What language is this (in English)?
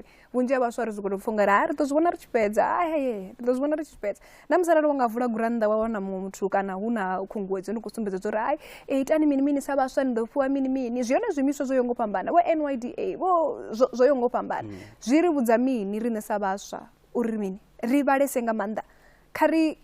Venda